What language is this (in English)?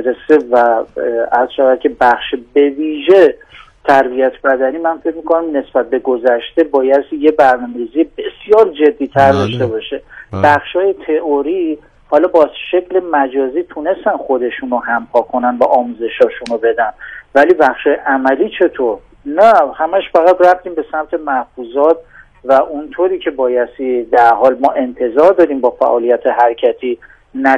Persian